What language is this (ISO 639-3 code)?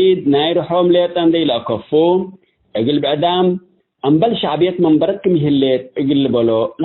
tig